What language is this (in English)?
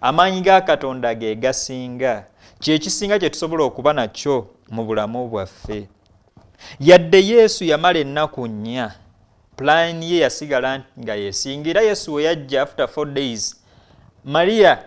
Ganda